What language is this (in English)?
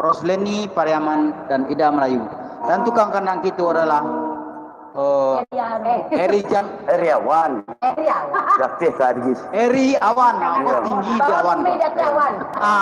Minangkabau